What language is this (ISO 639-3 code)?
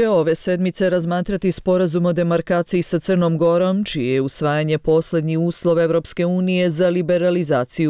bos